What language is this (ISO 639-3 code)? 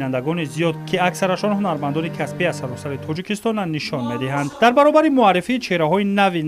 tgk